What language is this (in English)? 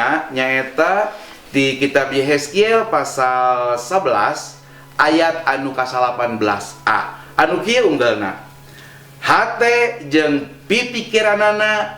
Sundanese